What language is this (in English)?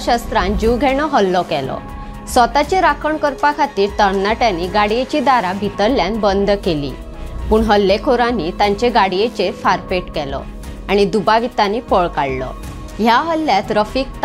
Konkani